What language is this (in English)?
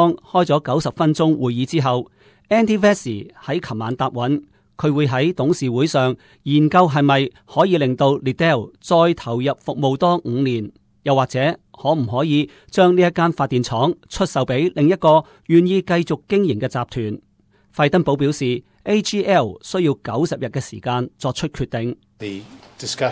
Cantonese